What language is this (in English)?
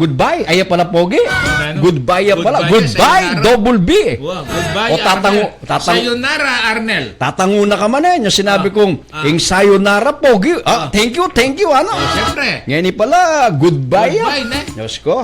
Pampanga